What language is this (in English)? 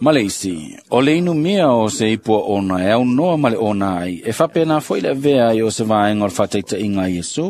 Samoan